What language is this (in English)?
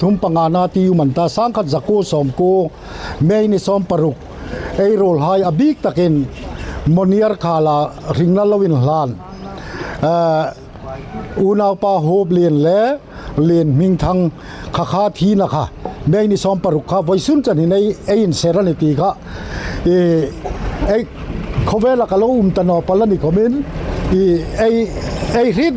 Hmar